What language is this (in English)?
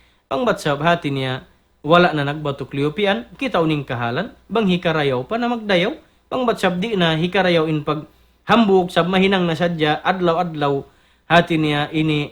Tausug